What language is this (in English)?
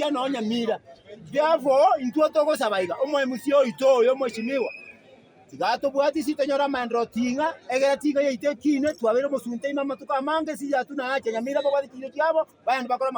Gusii